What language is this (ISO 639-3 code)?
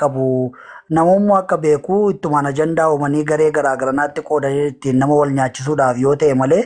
orm